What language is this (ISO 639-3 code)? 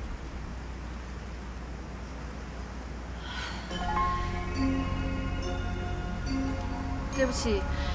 zho